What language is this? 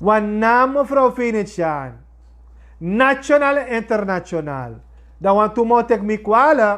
Sranan Tongo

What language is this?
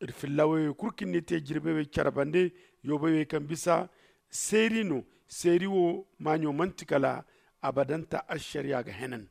Zarma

